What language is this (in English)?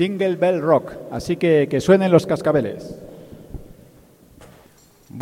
Spanish